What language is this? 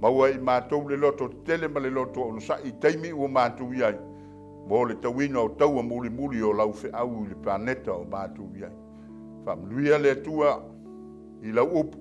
Samoan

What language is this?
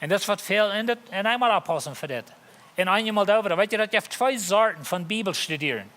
Plautdietsch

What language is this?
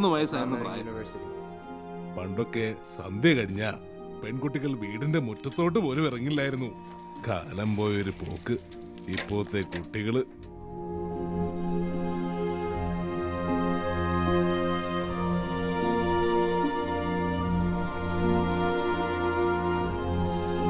Malayalam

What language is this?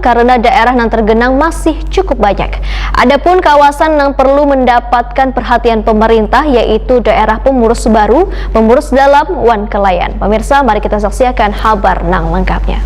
Banjar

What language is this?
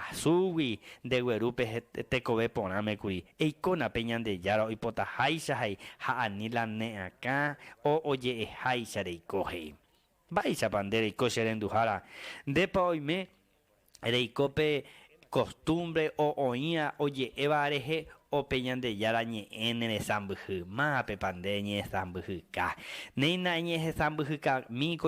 Guarani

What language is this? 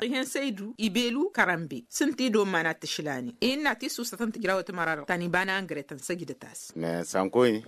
Tamasheq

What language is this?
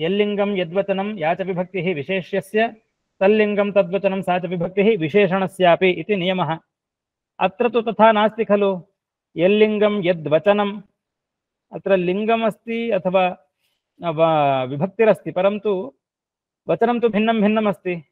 Sanskrit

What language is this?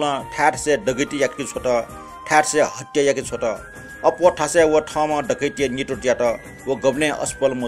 Newari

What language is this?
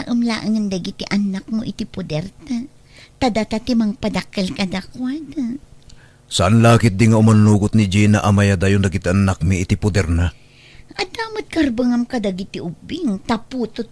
Iloko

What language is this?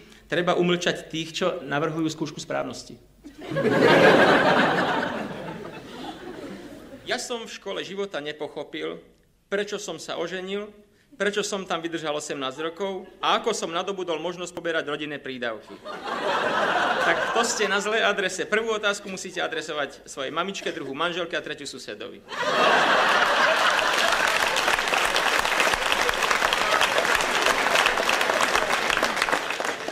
Slovak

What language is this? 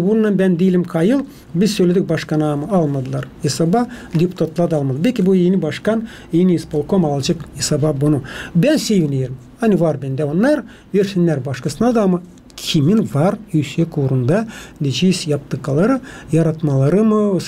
Gagauz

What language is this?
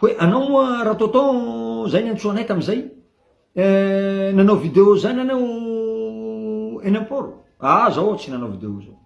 Malagasy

